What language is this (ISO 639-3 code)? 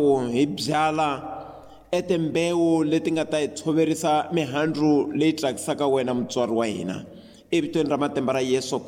tso